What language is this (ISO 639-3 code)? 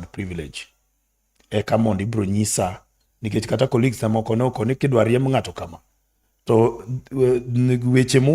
luo